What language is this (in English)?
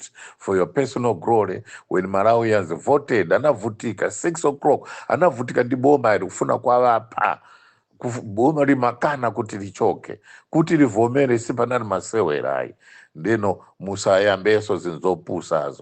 Nyanja